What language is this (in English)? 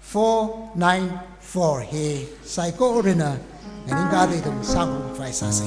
Tangkhul Naga (India)